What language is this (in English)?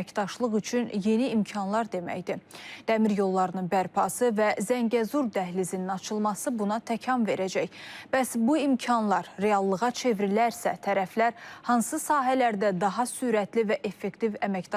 Azerbaijani